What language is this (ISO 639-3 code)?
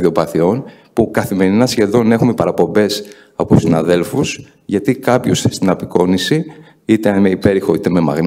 ell